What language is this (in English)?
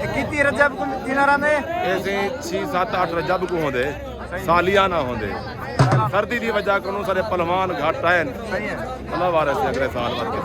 Saraiki